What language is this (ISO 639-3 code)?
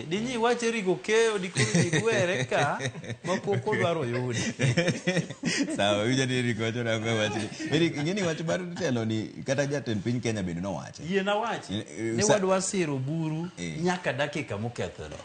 luo